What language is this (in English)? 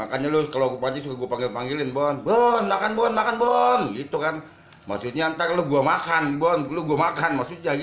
Betawi